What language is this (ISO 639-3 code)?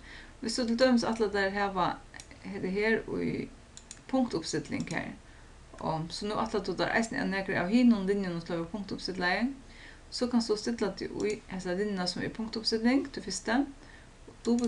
fao